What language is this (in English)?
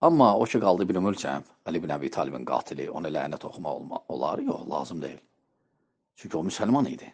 Azerbaijani